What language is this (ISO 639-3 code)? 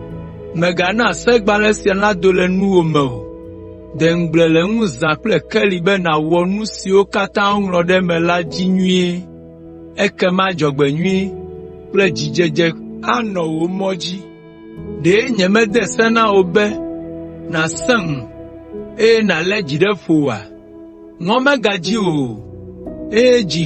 ewe